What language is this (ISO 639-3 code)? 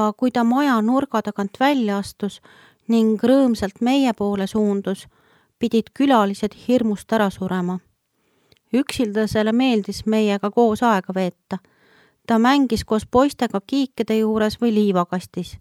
est